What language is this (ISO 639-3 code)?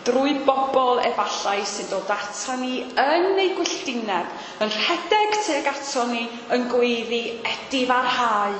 cym